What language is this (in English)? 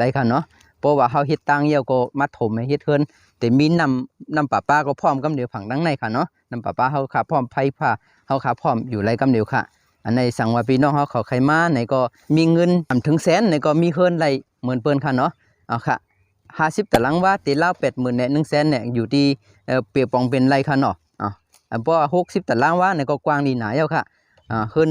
Shan